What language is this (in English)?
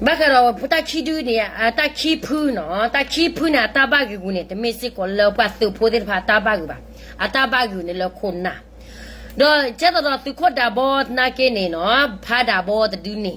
S'gaw Karen